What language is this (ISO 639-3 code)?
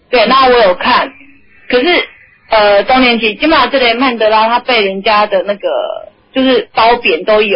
zho